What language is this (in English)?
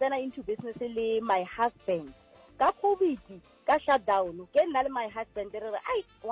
Northern Sotho